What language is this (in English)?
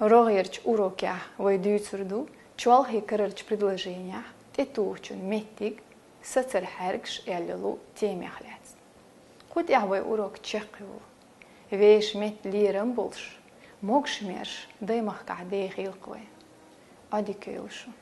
Chechen